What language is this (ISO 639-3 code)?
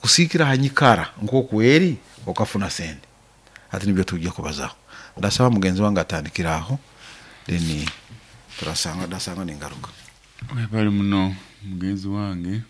nyo